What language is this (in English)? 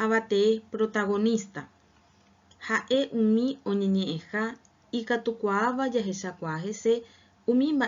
Guarani